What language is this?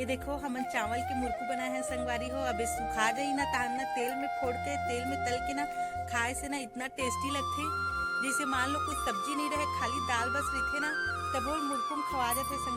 Chhattisgarhi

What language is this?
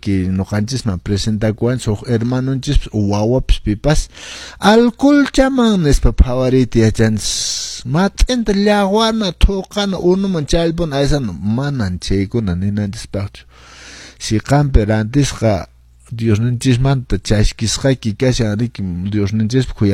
Quechua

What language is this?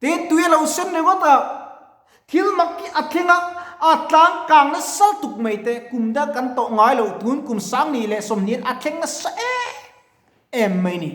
Mizo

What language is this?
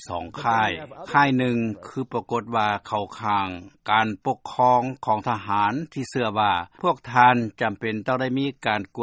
Lao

